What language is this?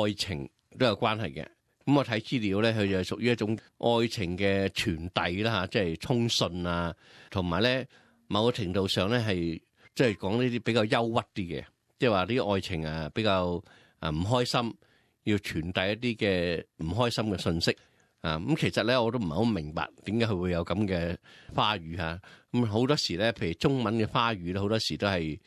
Cantonese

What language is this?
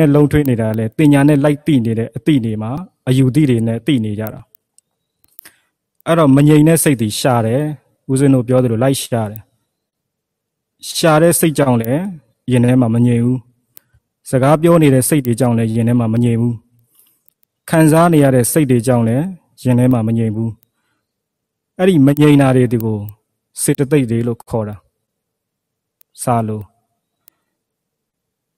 Burmese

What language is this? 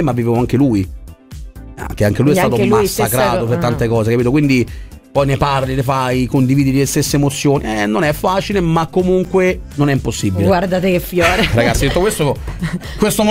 Italian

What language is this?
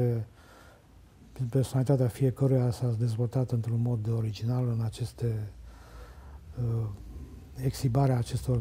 Romanian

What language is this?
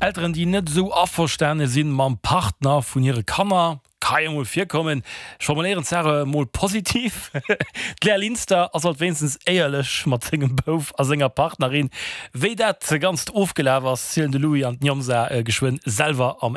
Luxembourgish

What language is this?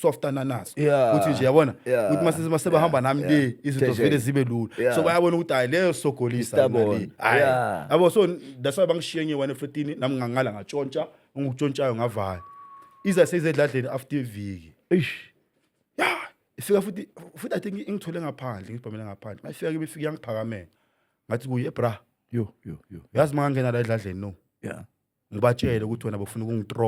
Zulu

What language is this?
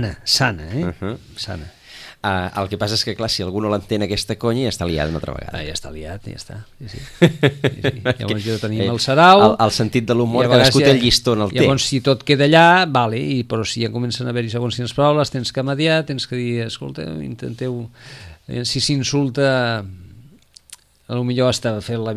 Catalan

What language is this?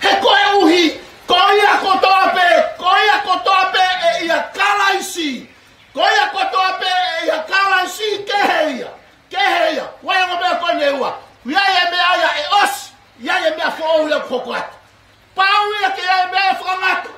Tongan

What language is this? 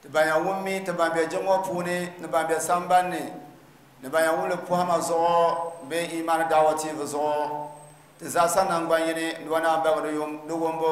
Dagbani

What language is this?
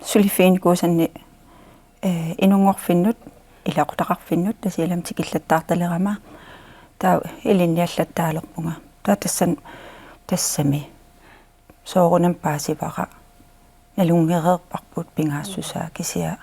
Kalaallisut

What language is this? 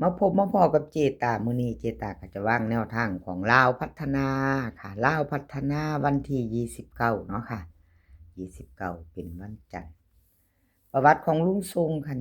Northeastern Thai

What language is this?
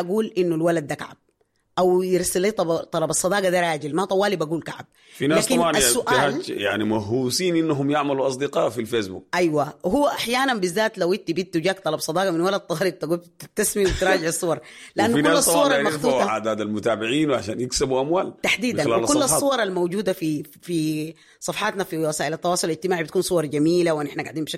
Sudanese Arabic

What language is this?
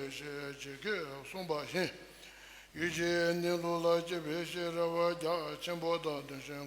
Tibetan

